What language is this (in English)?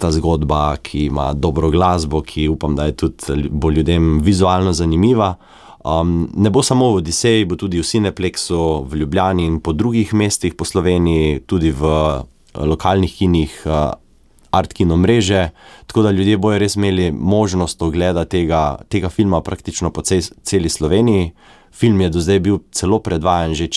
Slovenian